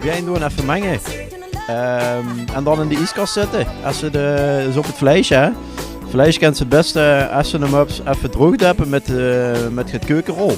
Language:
Limburgish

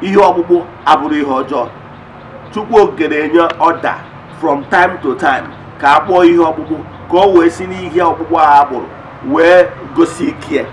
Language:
Igbo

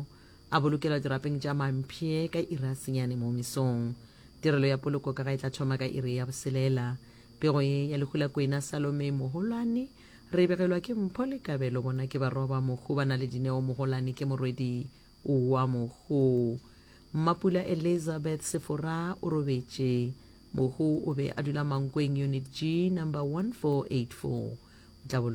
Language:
Northern Sotho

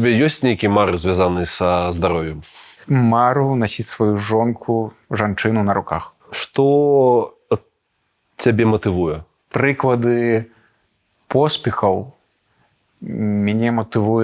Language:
Belarusian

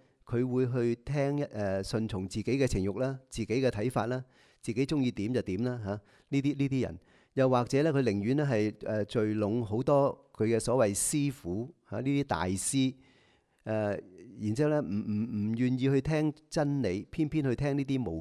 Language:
Cantonese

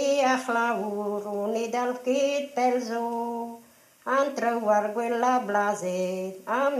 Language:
Breton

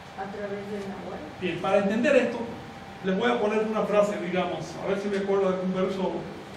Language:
Spanish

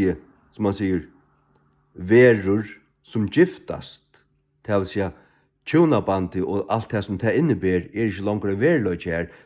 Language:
Faroese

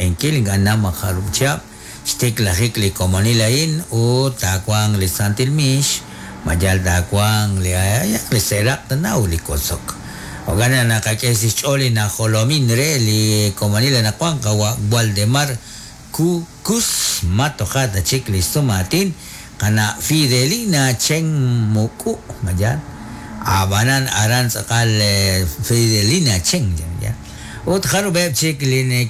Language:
Kekchí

